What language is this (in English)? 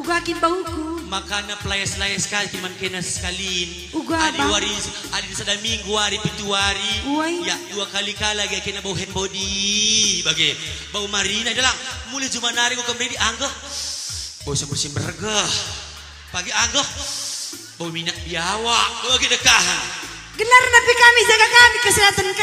Batak Karo